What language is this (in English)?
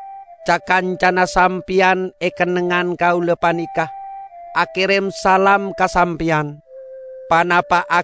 Madurese